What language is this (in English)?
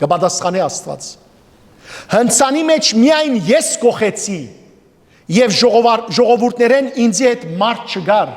Western Armenian